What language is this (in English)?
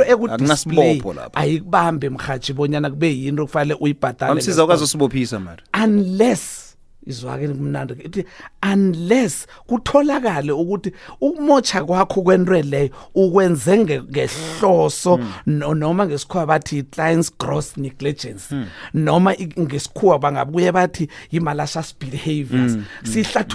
South Ndebele